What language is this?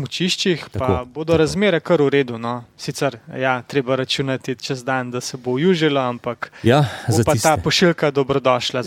Slovenian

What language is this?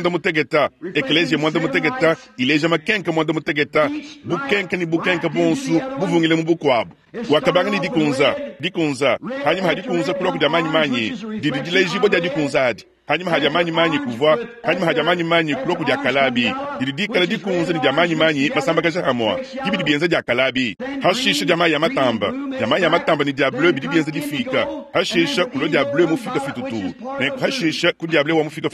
Luba-Lulua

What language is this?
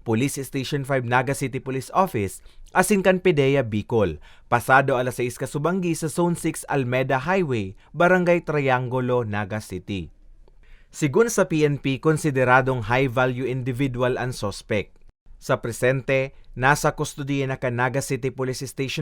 Bikol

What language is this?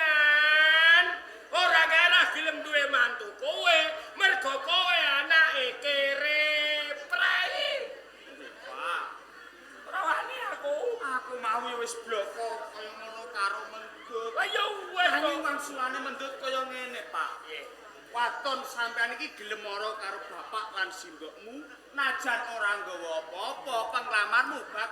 Javanese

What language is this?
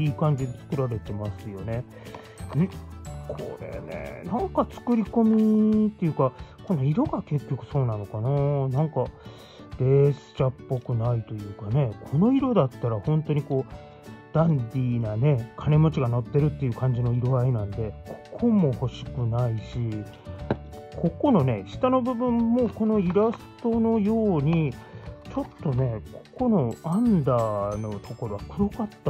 Japanese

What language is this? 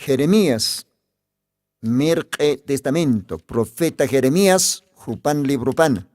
Aymara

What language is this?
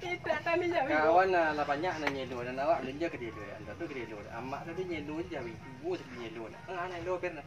Minangkabau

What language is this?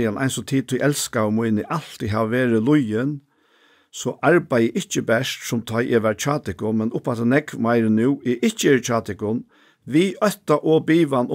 Faroese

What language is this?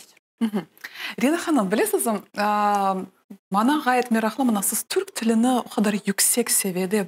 Crimean Tatar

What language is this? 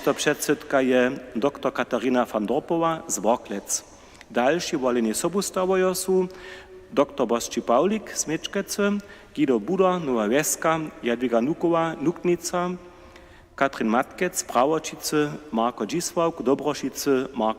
Upper Sorbian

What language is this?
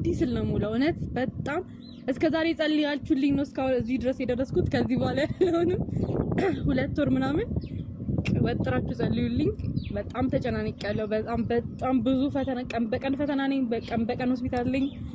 Amharic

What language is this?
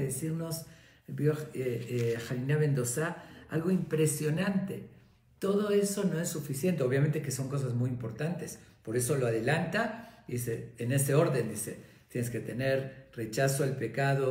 Spanish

